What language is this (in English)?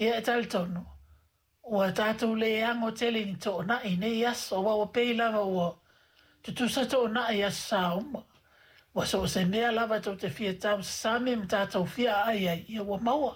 Samoan